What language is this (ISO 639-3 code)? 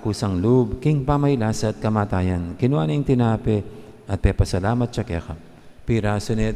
pam